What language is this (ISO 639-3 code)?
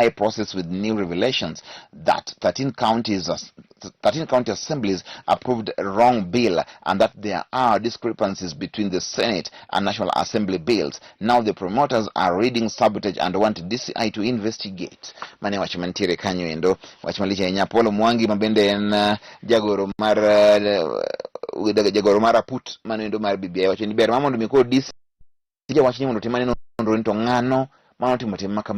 luo